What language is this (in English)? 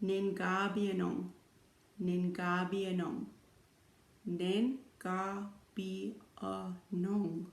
Chippewa